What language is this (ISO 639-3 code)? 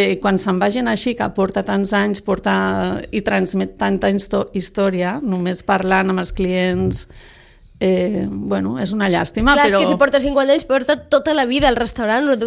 cat